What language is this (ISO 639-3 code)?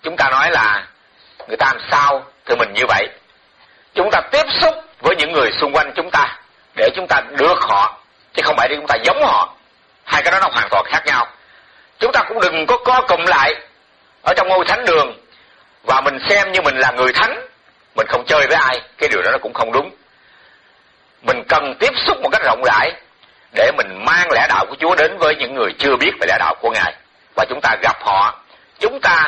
vie